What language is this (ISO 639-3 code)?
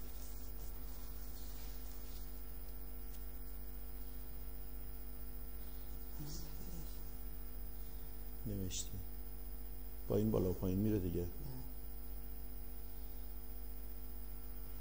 fas